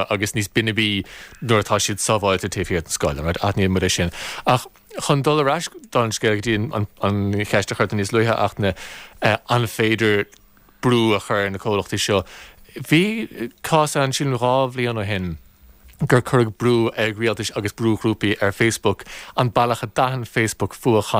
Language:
Irish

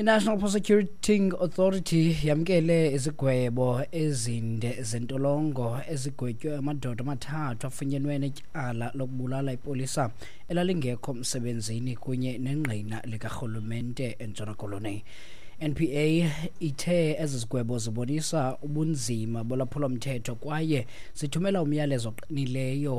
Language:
Xhosa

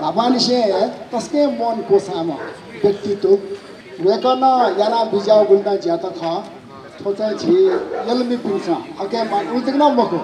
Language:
Newari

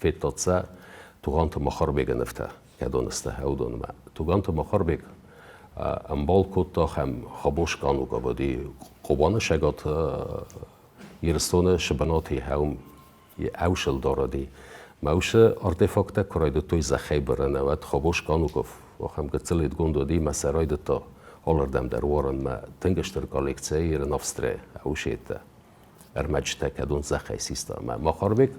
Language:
Ossetic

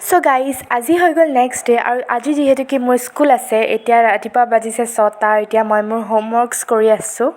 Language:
Assamese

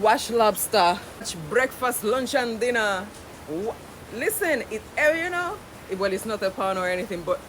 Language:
Jamaican Creole English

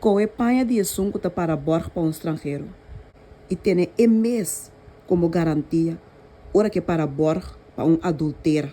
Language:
Papiamento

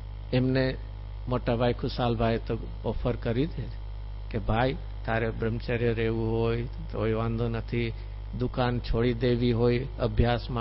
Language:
Gujarati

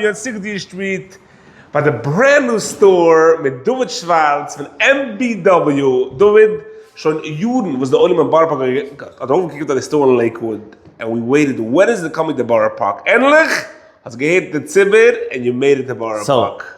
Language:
Yiddish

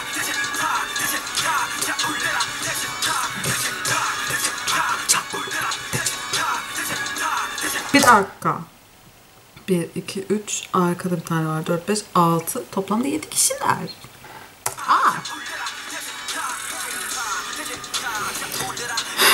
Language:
Turkish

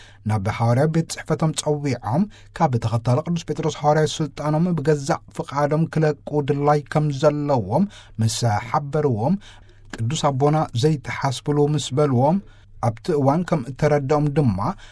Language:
Tigrinya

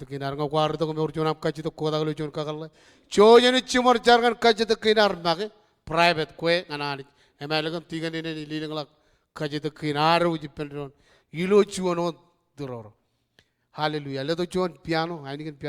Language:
Marshallese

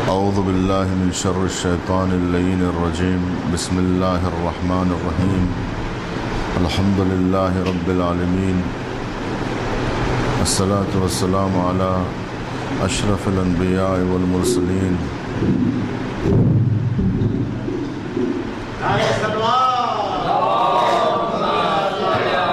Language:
Urdu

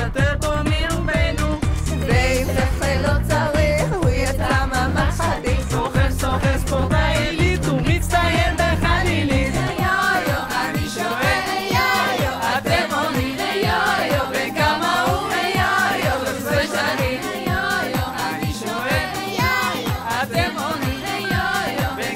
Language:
Hebrew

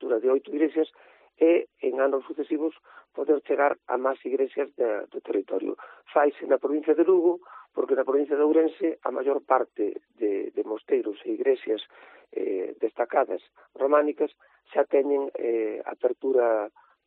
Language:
Galician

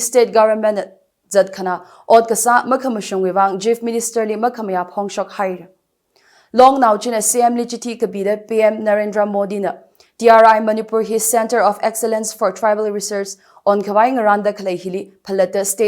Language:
Tangkhul Naga (India)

